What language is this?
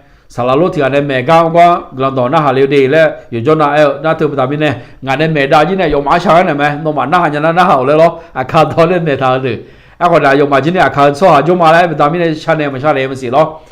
Akha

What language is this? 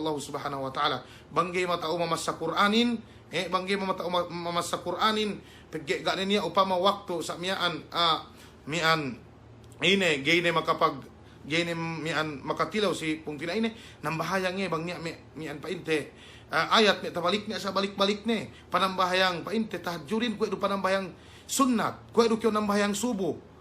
Yakan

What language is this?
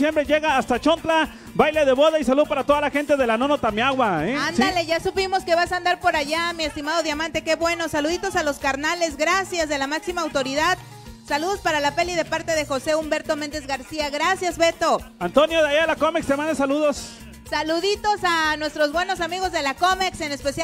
Spanish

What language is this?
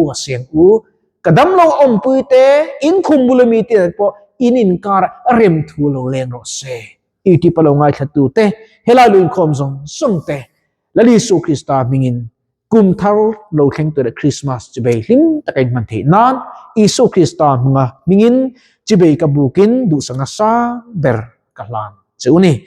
Mizo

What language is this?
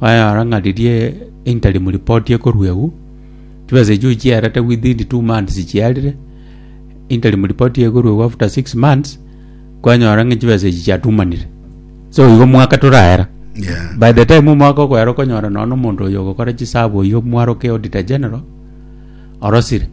Gusii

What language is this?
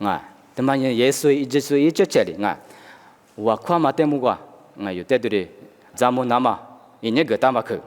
Lisu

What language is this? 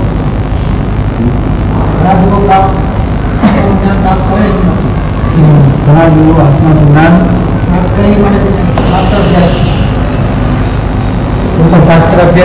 Gujarati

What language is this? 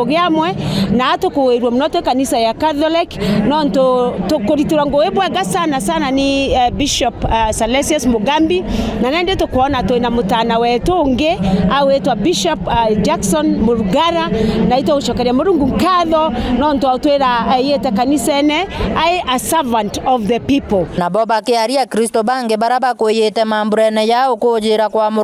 Meru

